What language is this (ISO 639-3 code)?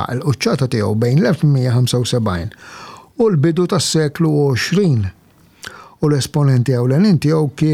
mlt